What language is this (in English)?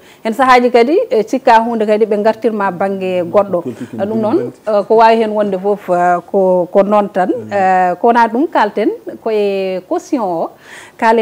Fula